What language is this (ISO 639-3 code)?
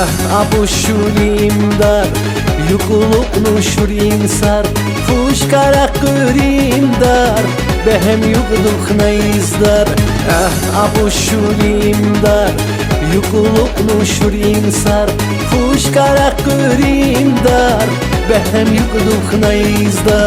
tab